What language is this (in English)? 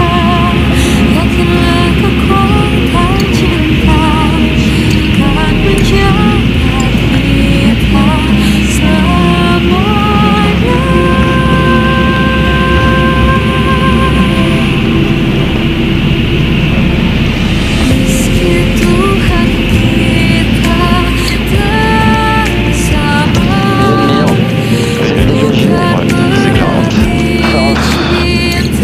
Indonesian